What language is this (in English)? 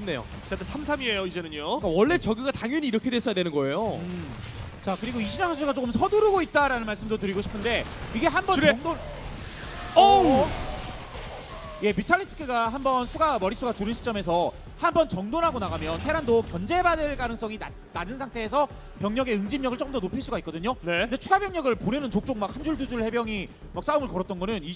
Korean